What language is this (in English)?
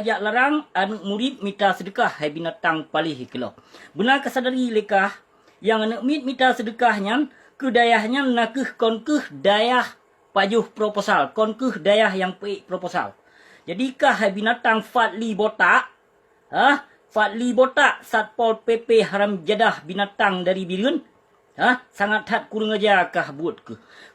Achinese